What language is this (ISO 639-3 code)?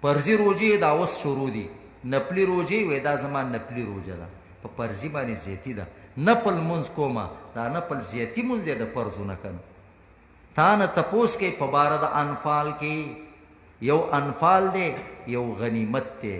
pus